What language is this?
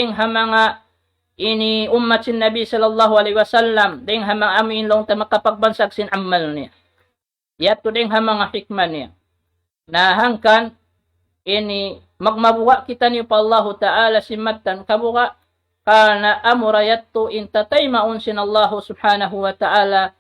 Tausug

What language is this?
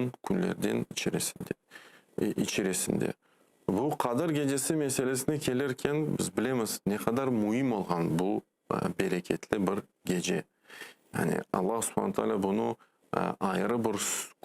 Crimean Tatar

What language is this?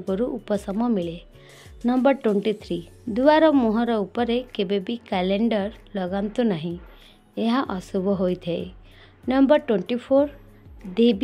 Odia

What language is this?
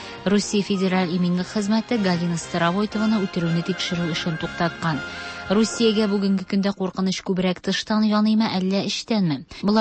Tatar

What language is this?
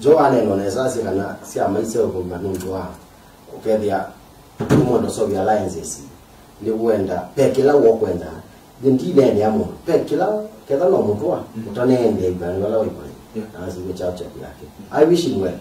Kamba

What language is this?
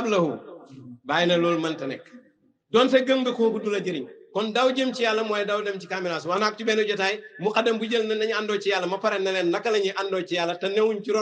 Wolof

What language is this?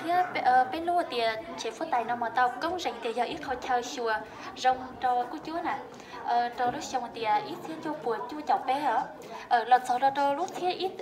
Hmong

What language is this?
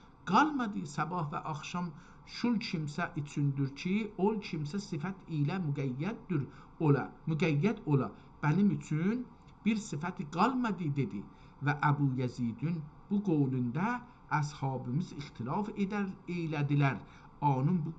South Azerbaijani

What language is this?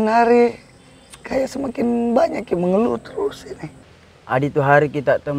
Makassar Malay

